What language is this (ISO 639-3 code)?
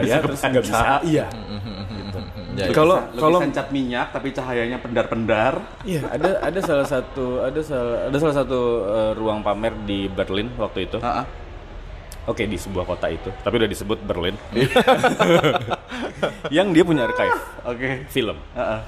ind